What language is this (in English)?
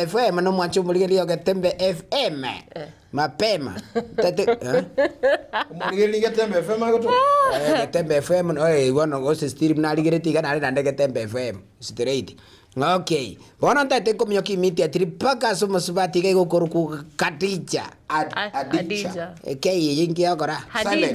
Gusii